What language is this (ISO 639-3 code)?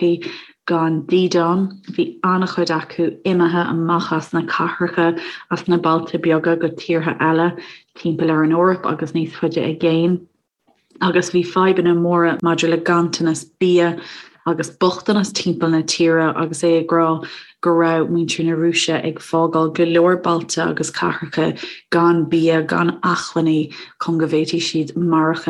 gle